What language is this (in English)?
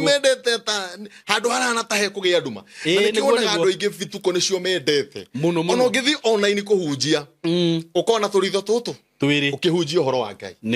Kikuyu